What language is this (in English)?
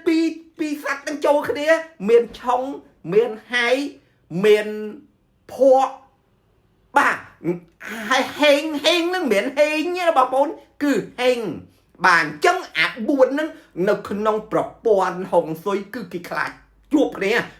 Khmer